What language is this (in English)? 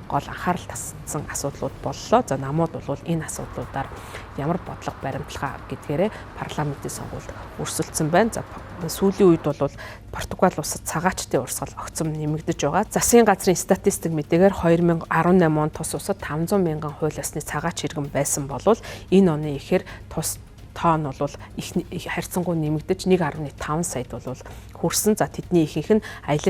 Mongolian